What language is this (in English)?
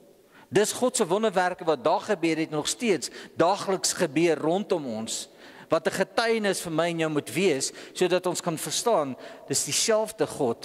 Afrikaans